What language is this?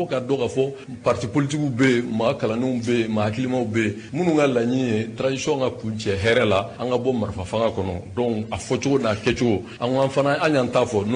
Bambara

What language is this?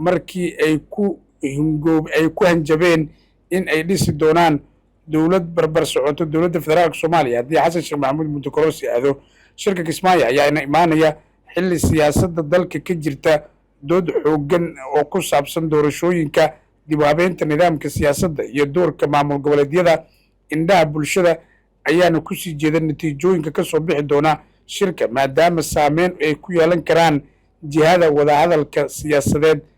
Somali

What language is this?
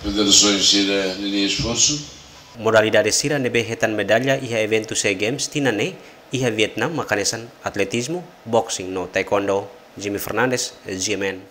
Tetum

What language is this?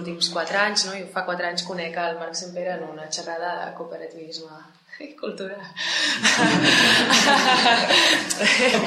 Catalan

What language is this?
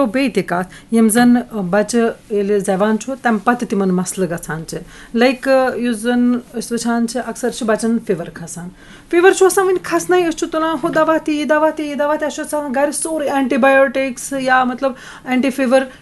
Kashmiri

